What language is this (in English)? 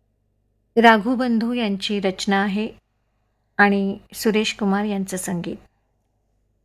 Marathi